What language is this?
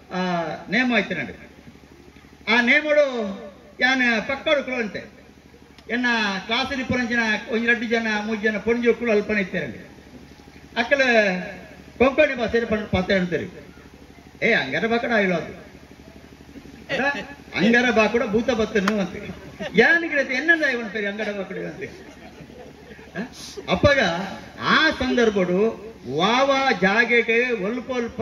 Tulu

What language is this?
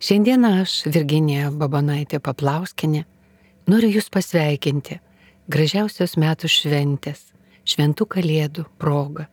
Lithuanian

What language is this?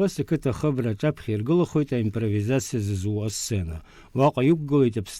Abkhazian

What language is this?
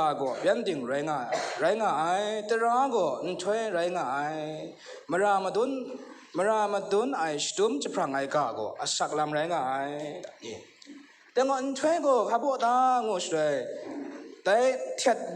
Kachin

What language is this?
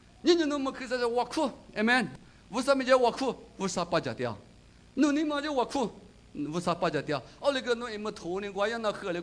Lisu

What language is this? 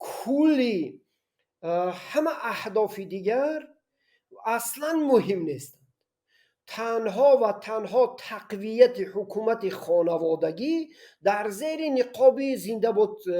Tajik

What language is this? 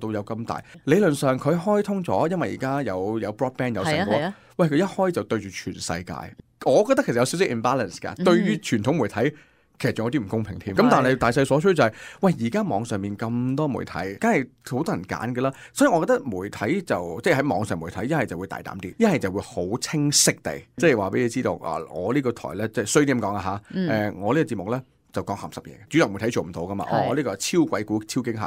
Cantonese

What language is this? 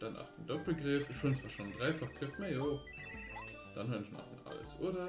Luxembourgish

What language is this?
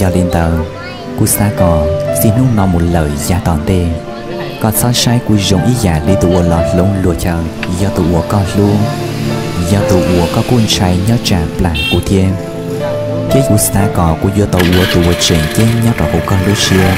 Hmong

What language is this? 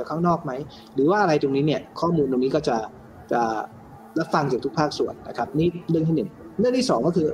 Thai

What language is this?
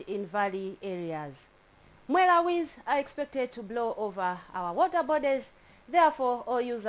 English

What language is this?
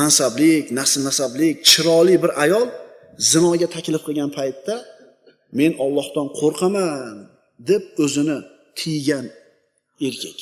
Uzbek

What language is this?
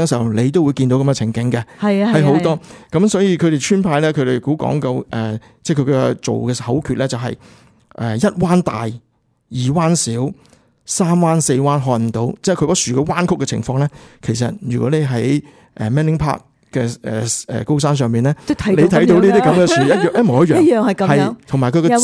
Cantonese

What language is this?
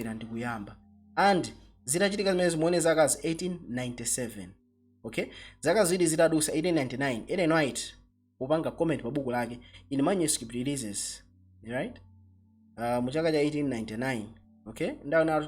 Nyanja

